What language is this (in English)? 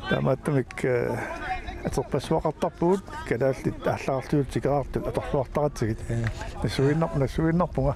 Kalaallisut